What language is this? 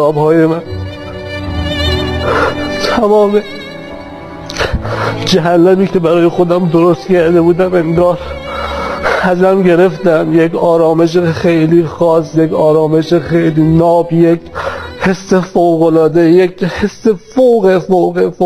Persian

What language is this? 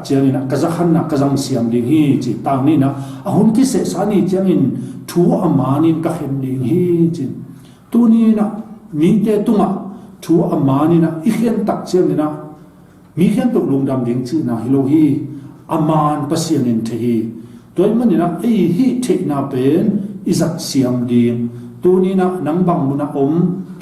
Tedim Chin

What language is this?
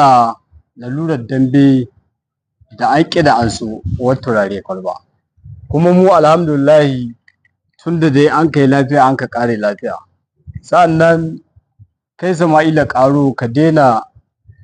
Hausa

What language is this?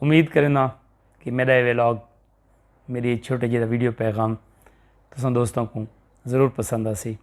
Saraiki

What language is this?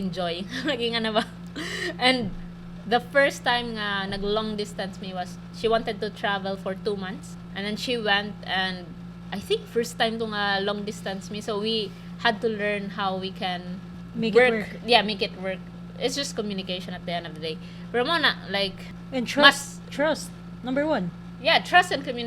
Cebuano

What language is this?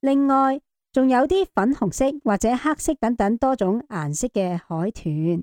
Cantonese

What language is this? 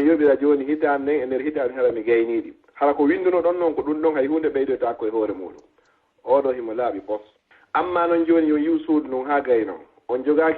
Fula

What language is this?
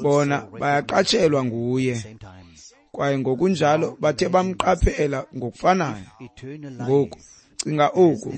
Xhosa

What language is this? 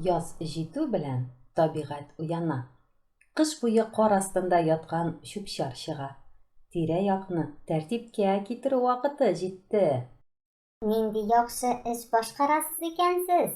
Tatar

